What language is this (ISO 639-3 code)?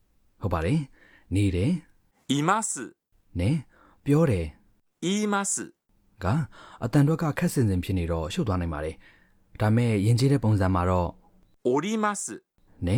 mya